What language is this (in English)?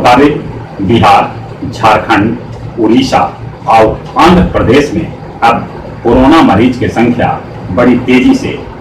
Magahi